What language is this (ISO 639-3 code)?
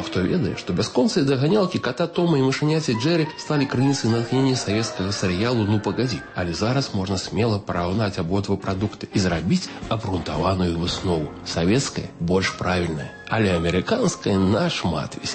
bel